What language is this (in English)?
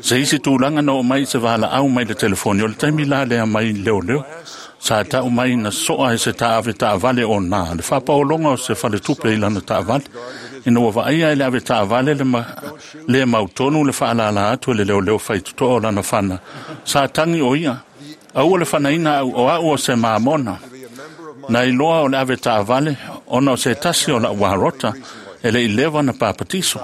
Samoan